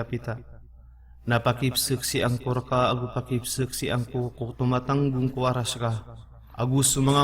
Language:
Maranao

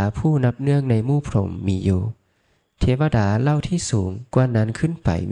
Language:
Lao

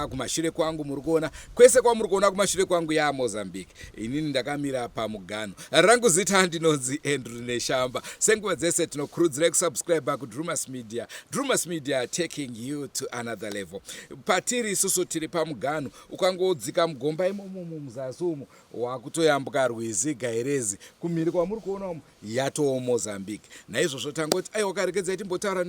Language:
Shona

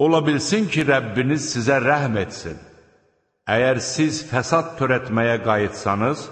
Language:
Azerbaijani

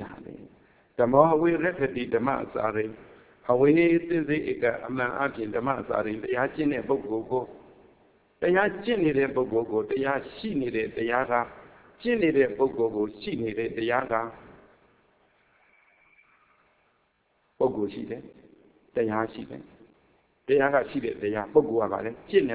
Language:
Burmese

